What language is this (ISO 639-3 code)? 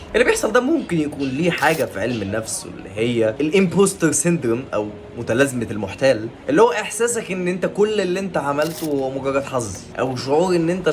arz